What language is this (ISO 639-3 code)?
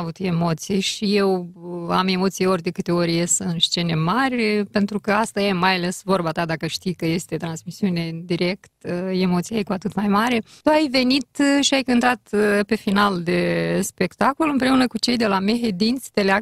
ron